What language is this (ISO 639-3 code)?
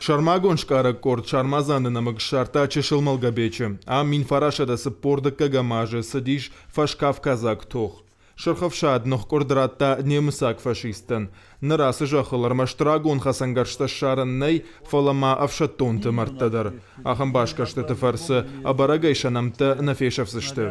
oss